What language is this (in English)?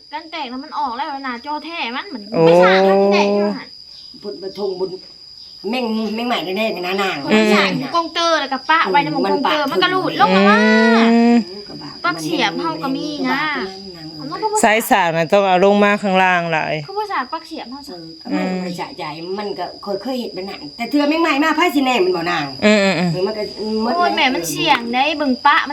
Northeastern Thai